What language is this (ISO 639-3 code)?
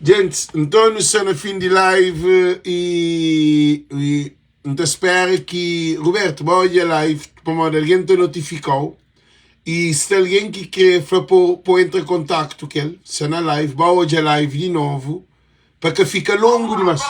kea